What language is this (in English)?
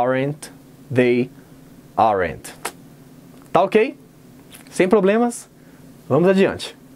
Portuguese